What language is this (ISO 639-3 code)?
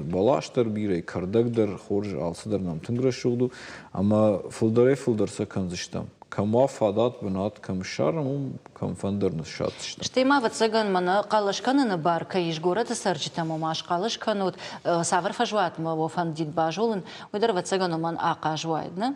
oss